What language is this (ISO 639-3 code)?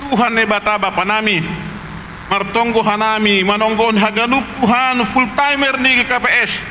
bts